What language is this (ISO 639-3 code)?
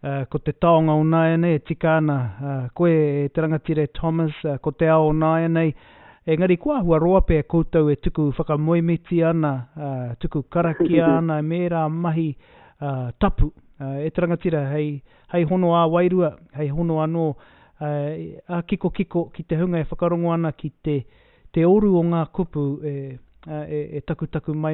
mri